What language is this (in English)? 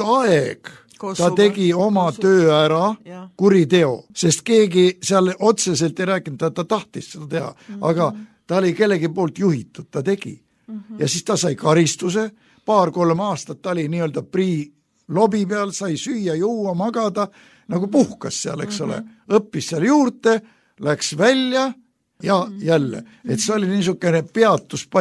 Estonian